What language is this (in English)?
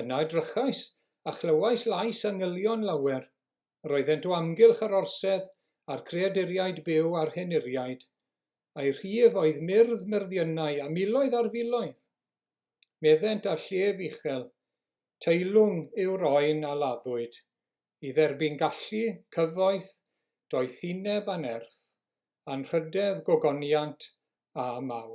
Welsh